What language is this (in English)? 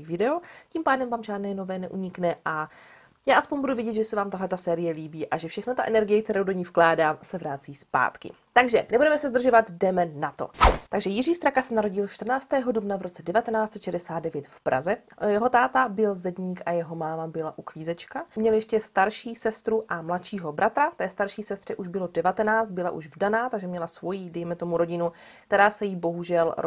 Czech